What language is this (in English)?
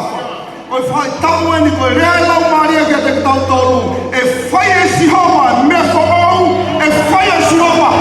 Tongan